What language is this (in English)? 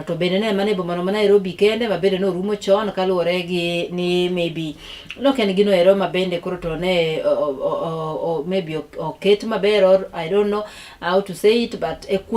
Luo (Kenya and Tanzania)